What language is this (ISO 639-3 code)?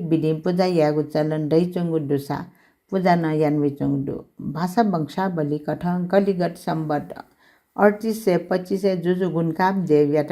new